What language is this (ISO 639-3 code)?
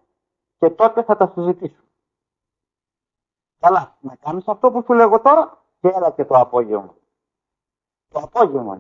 ell